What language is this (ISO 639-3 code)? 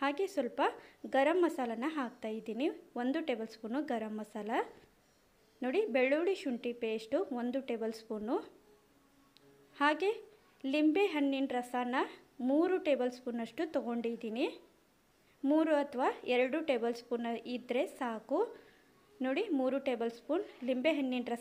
kan